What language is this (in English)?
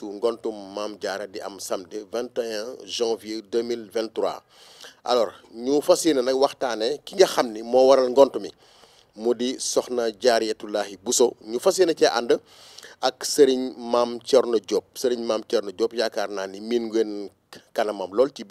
Wolof